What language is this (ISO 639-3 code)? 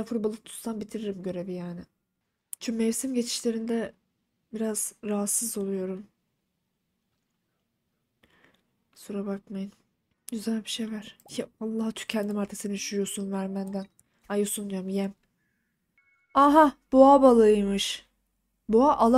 tur